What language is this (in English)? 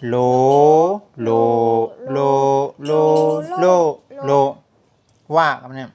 Shan